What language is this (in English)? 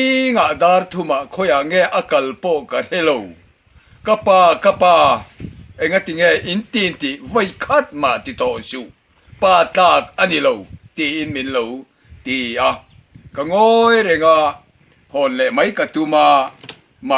Mizo